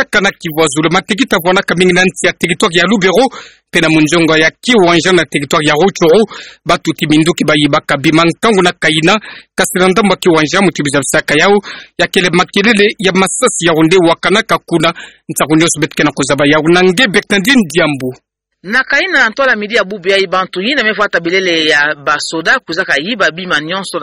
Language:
Kituba (Democratic Republic of Congo)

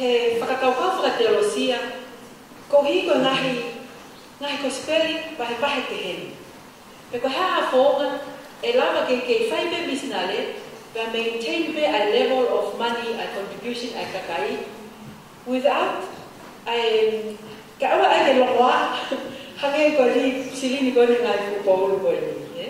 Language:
Tongan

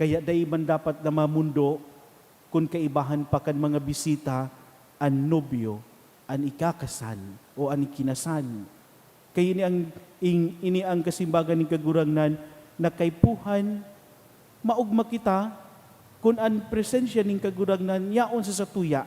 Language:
Bikol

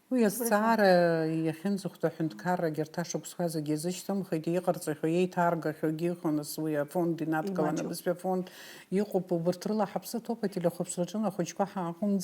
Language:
Abkhazian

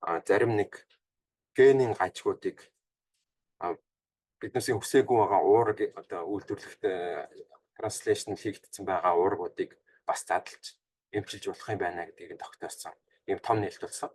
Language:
Mongolian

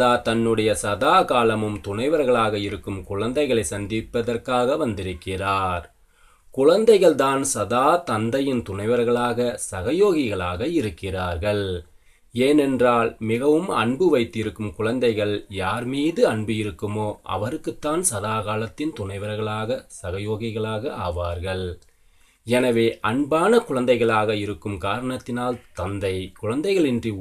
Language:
Tamil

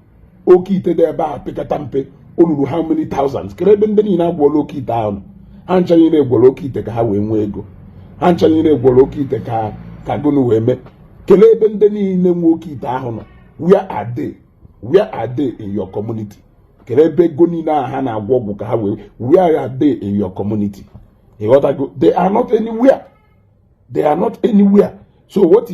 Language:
Igbo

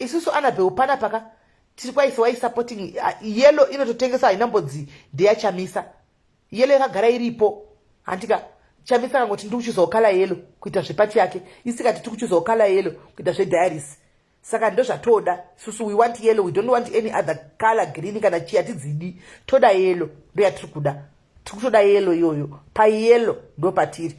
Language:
Shona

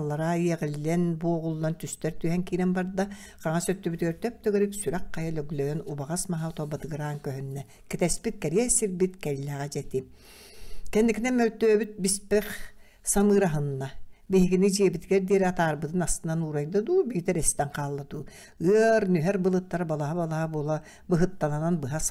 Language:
Yakut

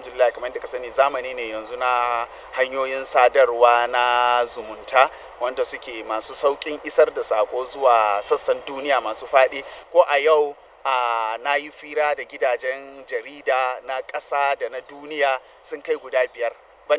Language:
Hausa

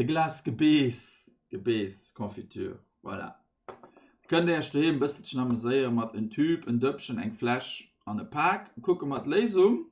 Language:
Luxembourgish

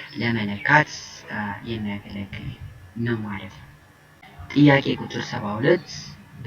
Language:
Amharic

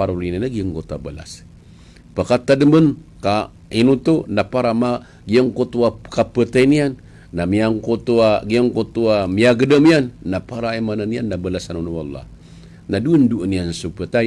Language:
Maranao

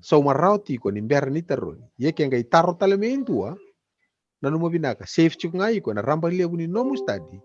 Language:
Fijian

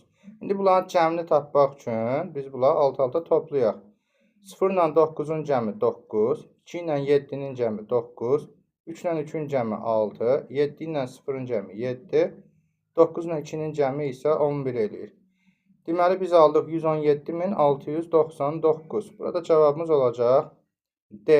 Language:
Azerbaijani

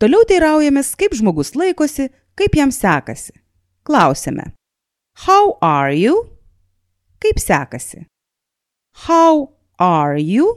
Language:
Lithuanian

